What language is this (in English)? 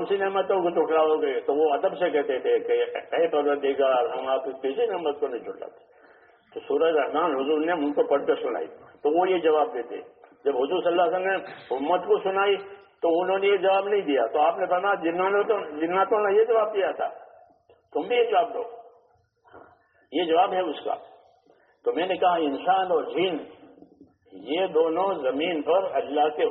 Urdu